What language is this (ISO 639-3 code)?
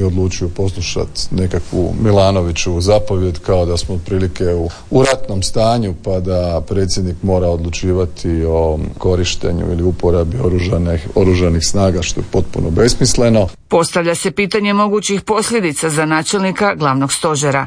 hrv